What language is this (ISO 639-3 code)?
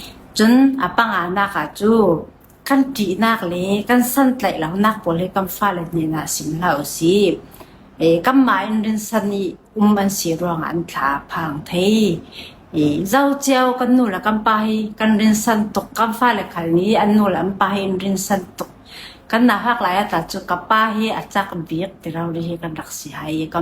cfm